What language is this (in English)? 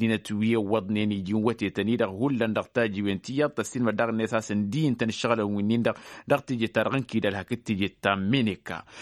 Tamasheq